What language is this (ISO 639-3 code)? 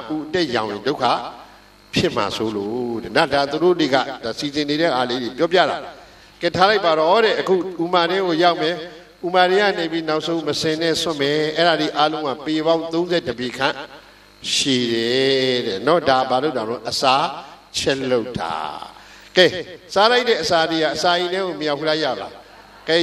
mya